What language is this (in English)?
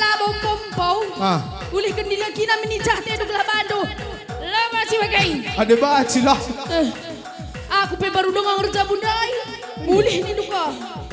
Batak Karo